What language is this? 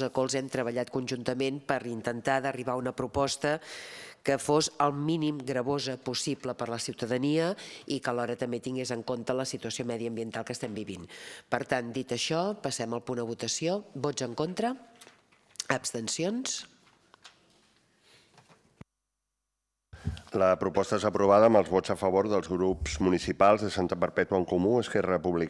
Catalan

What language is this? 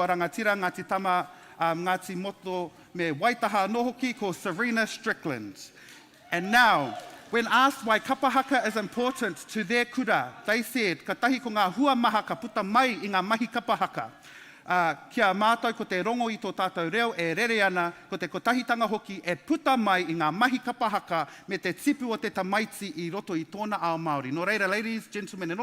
Māori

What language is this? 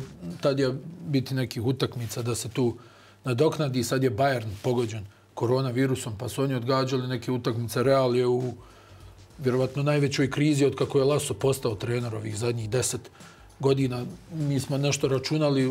Bosnian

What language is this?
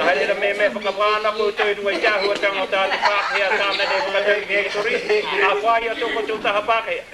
Māori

